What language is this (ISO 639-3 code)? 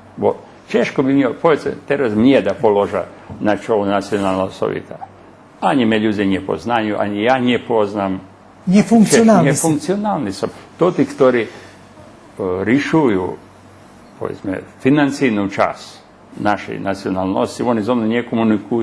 rue